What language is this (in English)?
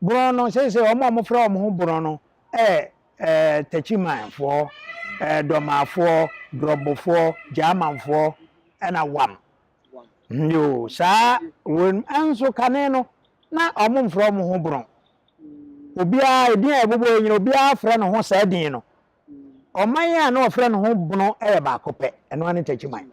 Akan